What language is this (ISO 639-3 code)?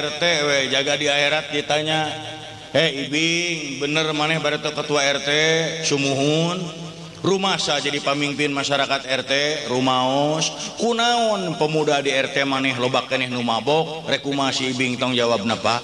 sun